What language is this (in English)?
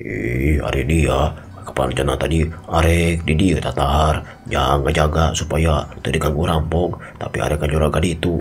Sundanese